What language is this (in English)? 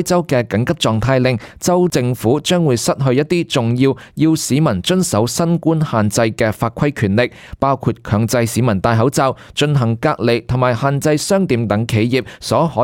Cantonese